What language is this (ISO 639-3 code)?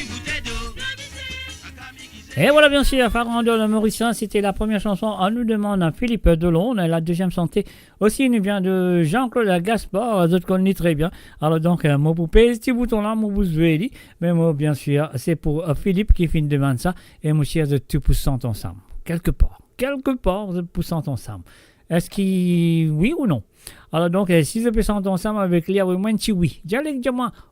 mfe